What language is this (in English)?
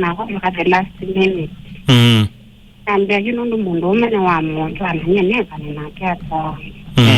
Kamba